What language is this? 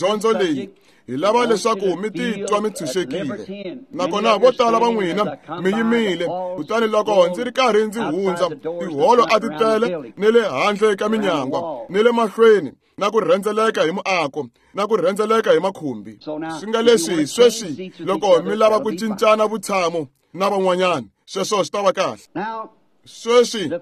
Tsonga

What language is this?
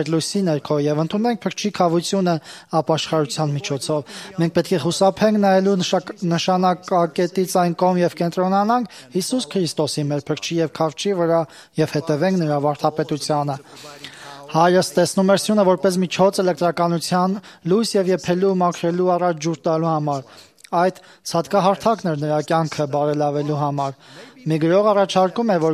Armenian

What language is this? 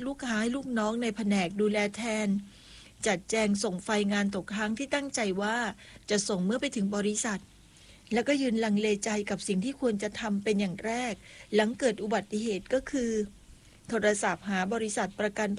Thai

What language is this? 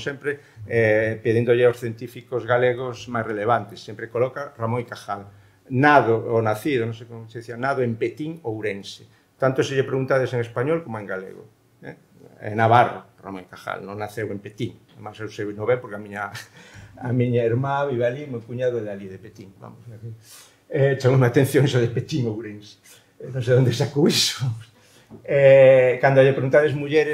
Galician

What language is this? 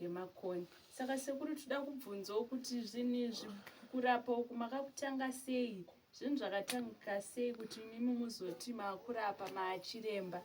Shona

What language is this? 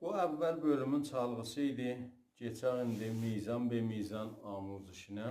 South Azerbaijani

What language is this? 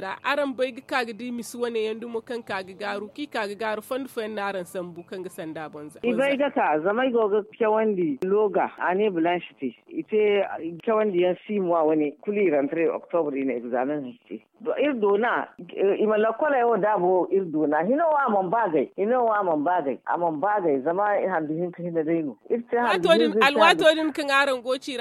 Zarma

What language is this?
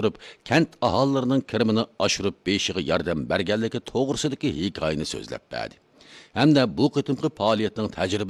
Uyghur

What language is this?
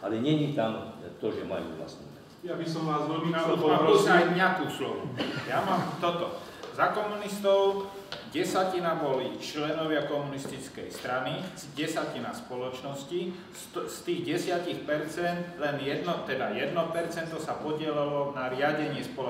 Slovak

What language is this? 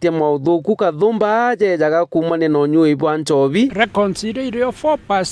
Meru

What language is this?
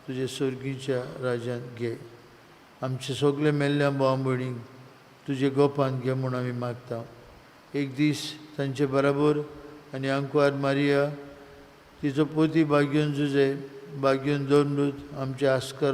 Konkani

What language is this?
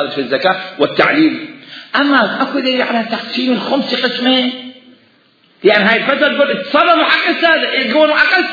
Mesopotamian Arabic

